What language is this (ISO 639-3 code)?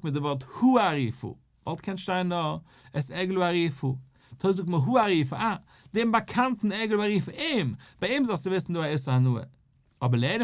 yid